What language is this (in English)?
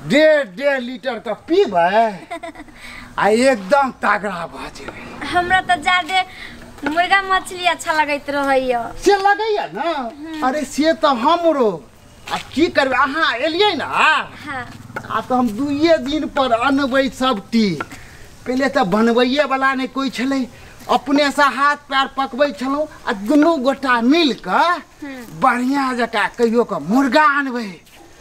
Maithili